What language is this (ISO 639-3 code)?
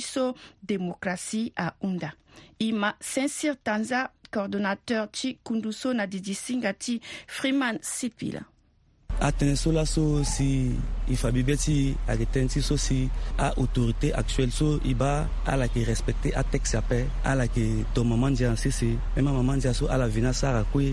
sag